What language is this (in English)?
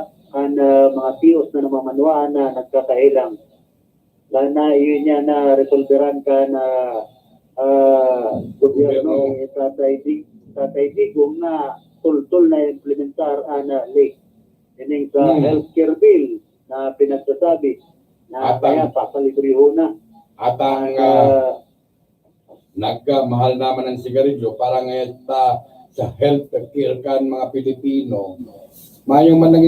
Bikol